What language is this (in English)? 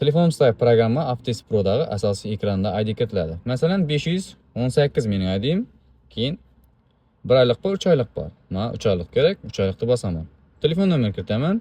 Uzbek